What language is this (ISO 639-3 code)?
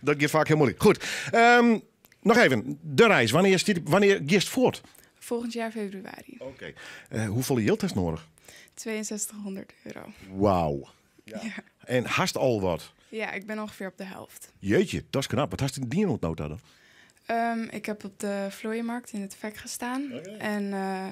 fry